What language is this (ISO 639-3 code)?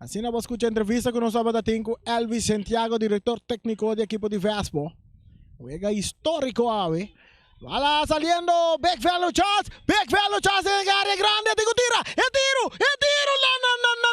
pap